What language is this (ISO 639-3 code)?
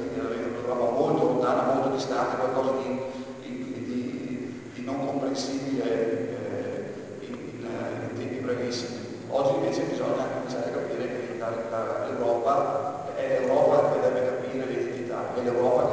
ita